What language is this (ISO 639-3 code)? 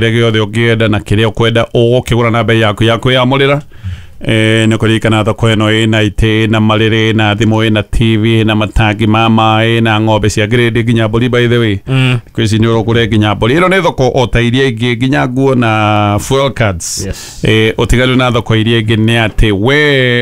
kik